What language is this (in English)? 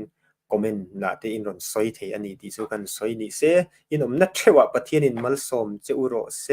Mizo